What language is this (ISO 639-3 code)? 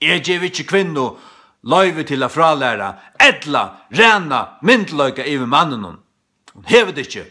fao